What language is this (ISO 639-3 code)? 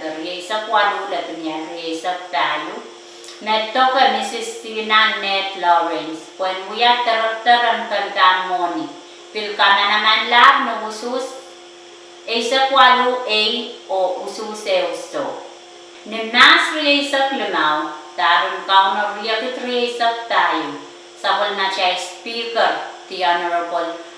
pon